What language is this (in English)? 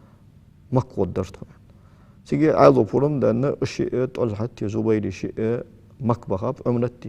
Ingush